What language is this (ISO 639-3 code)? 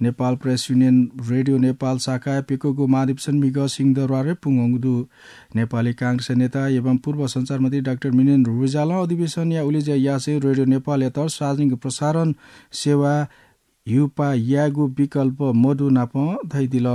new